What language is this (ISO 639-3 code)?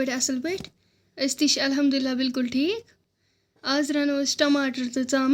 kas